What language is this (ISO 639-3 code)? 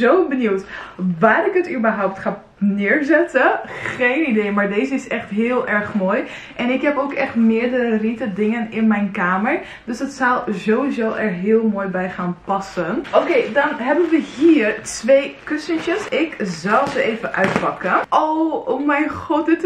nld